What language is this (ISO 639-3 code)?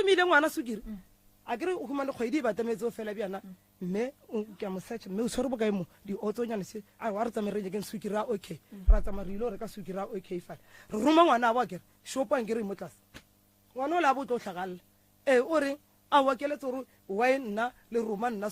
nso